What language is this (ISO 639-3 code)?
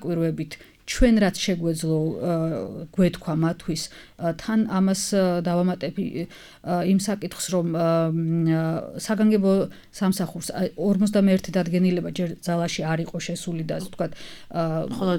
kat